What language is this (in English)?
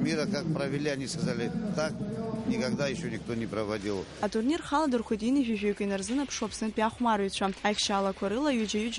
Abkhazian